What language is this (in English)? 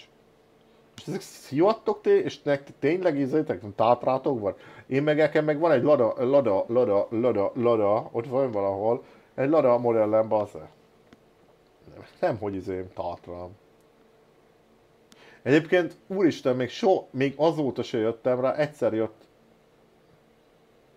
Hungarian